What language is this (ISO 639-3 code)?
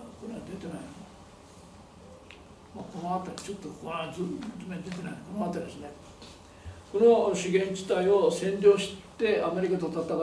jpn